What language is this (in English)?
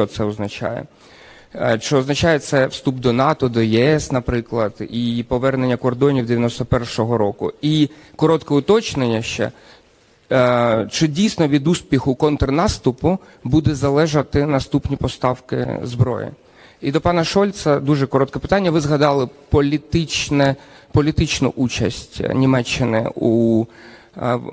Ukrainian